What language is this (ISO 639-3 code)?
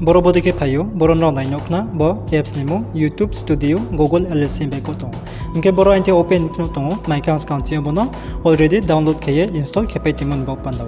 ria